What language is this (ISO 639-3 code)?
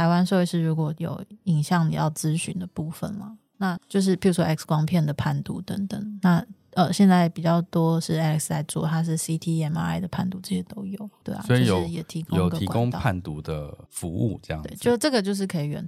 zho